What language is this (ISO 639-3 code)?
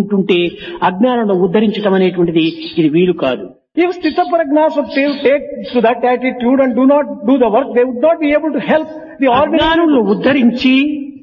tel